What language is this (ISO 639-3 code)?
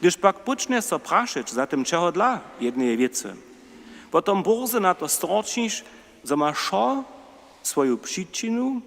hsb